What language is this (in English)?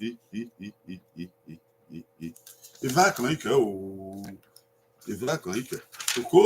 Bini